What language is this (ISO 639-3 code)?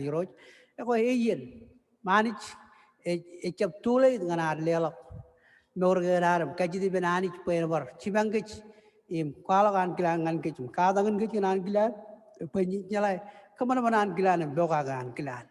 mah